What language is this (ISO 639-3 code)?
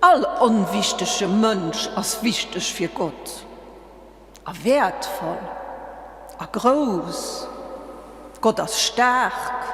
ltz